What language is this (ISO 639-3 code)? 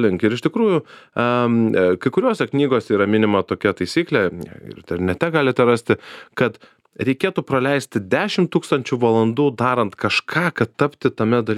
lit